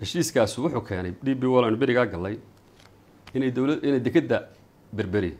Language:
Somali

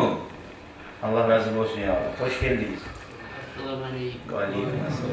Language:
Kumyk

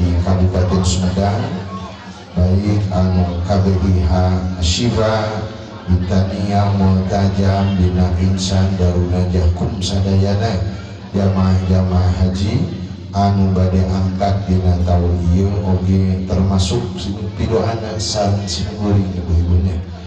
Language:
Sundanese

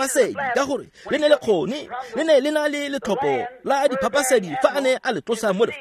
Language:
Tswana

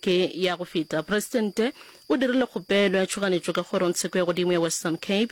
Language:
Northern Sotho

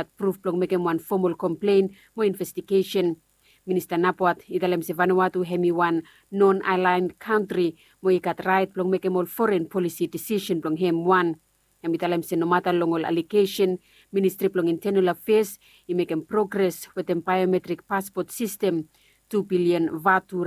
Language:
Bislama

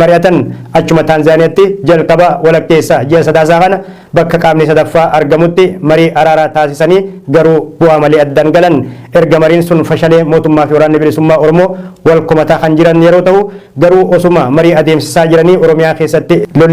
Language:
Oromo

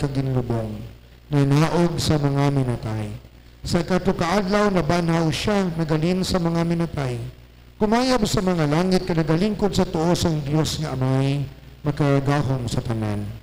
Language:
Hiligaynon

